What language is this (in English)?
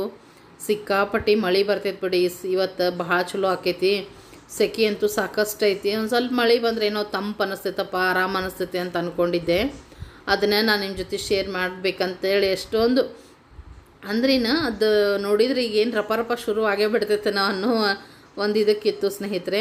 Kannada